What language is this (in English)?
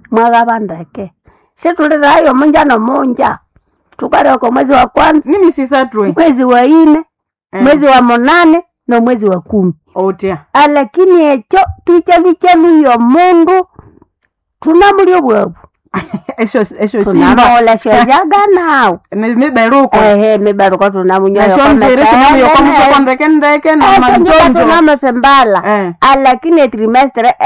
Nande